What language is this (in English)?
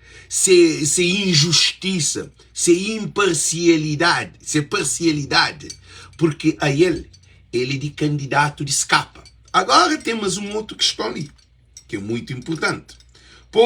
Kabuverdianu